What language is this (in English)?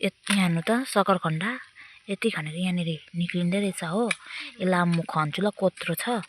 Nepali